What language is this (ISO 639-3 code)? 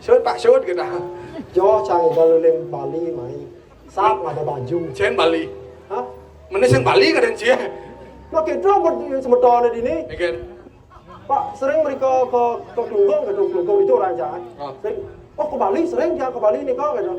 ban